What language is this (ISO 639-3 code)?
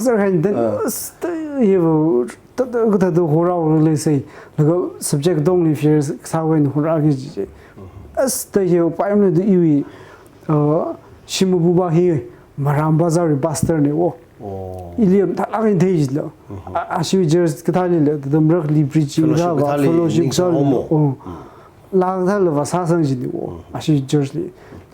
nmf